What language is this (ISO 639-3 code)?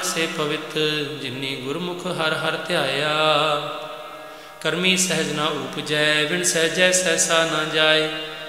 pan